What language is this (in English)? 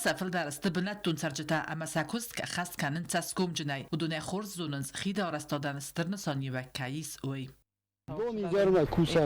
Ossetic